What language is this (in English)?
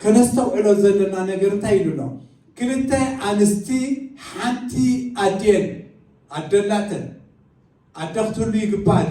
Tigrinya